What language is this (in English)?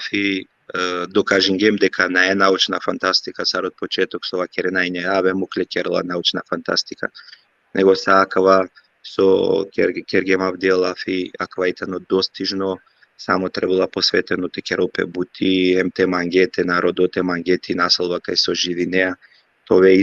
Balkan Romani